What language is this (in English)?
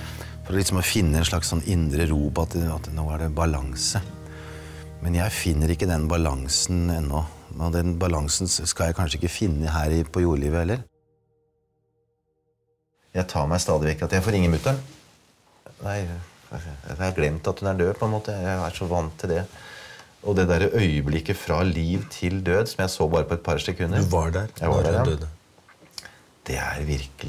Norwegian